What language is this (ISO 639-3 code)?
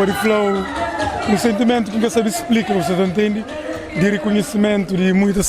kea